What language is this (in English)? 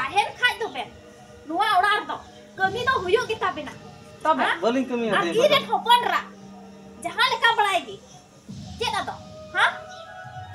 Santali